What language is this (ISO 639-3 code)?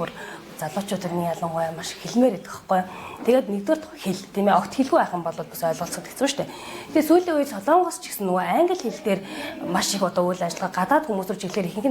mon